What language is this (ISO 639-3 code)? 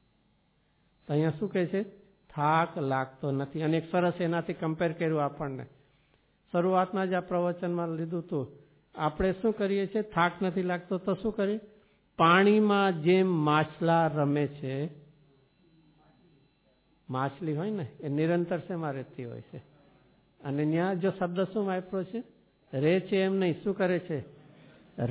guj